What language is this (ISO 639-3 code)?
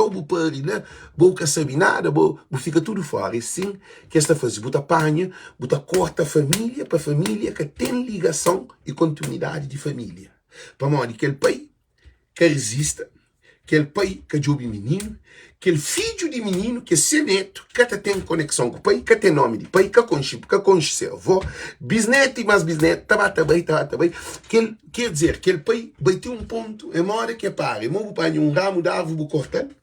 kea